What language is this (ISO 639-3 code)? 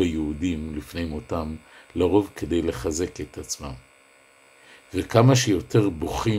heb